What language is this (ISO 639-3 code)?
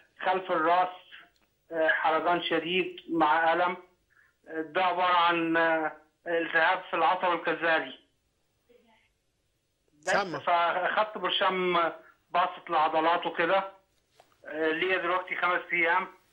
arz